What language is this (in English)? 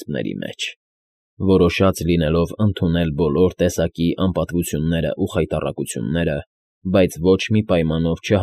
Armenian